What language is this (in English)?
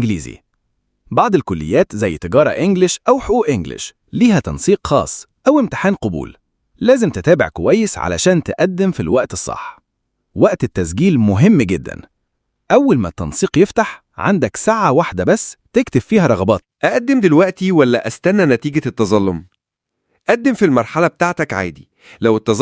Egyptian Arabic